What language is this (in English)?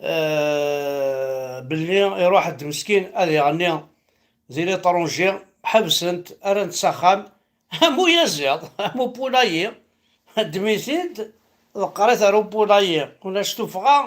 Kabyle